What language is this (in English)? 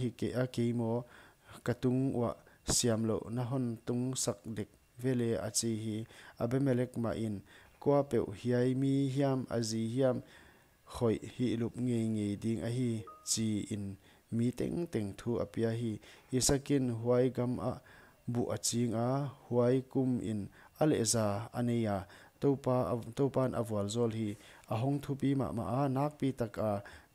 Paite Chin